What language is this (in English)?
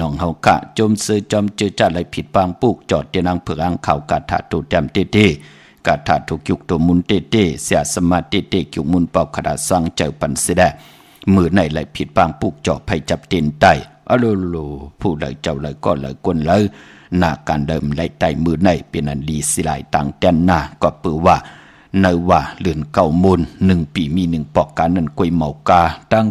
Shan